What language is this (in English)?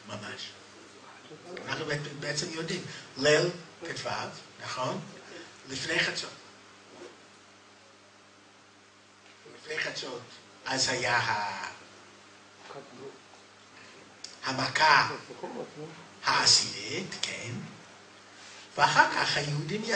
Hebrew